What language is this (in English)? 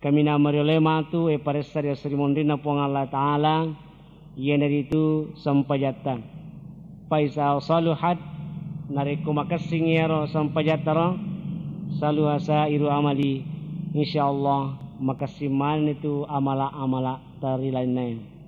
Buginese